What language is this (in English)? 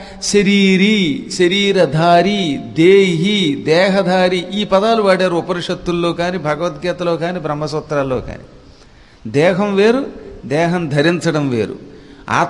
Telugu